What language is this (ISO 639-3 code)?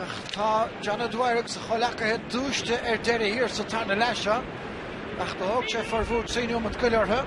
gle